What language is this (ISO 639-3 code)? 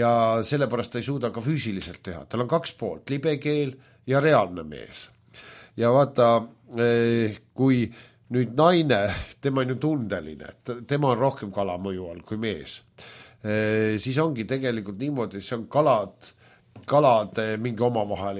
est